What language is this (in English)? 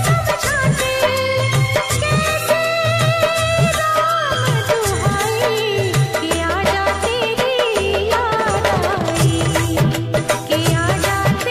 Hindi